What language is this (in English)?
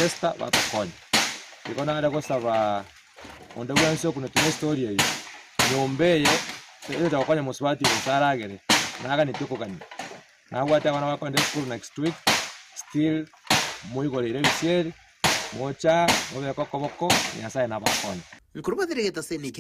Gusii